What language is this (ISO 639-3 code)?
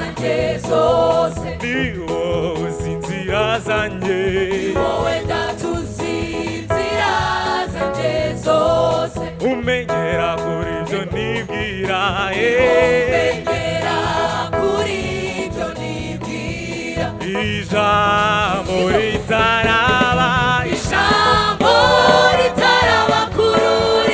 kin